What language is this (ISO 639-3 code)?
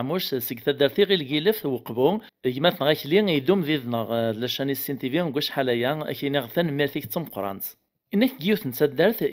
kab